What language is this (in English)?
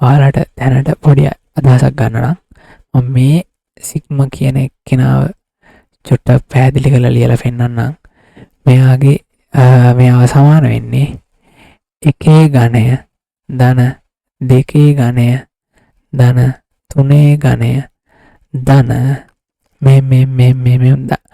Sinhala